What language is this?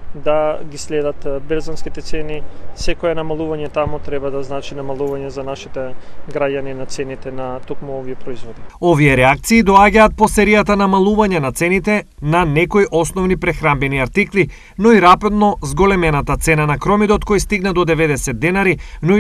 Macedonian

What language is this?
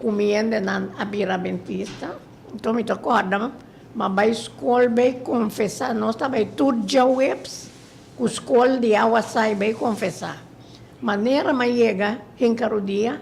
Papiamento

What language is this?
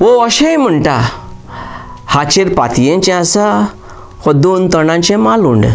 Konkani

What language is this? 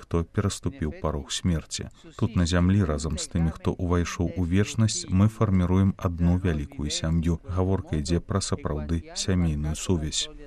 Belarusian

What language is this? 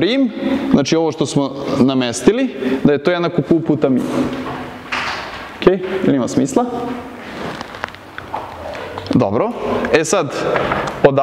Serbian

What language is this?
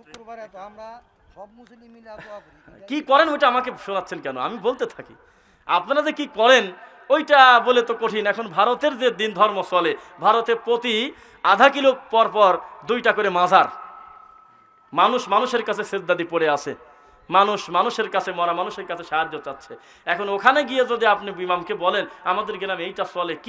Bangla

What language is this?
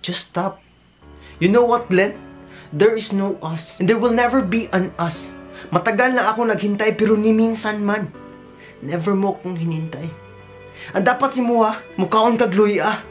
Cebuano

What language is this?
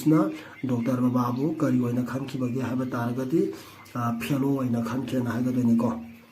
Manipuri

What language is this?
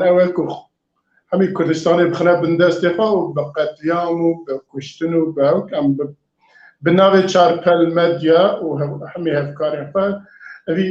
Kurdish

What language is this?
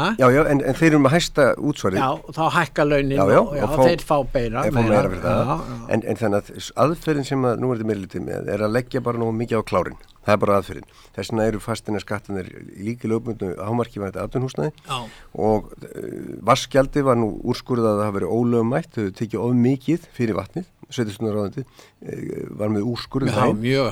Icelandic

